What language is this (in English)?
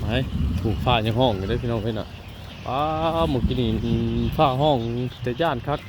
Northeastern Thai